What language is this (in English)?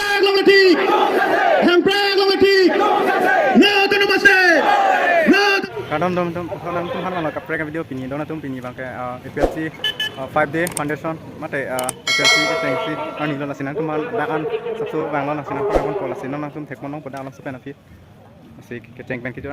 Karbi